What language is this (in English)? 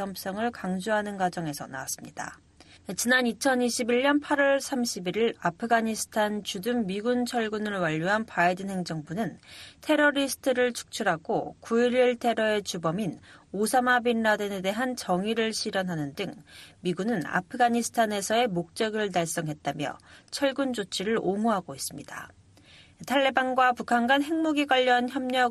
Korean